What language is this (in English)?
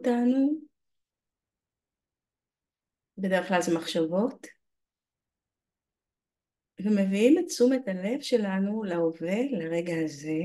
Hebrew